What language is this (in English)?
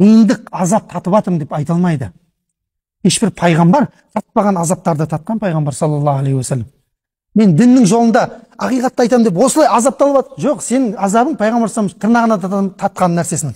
Kazakh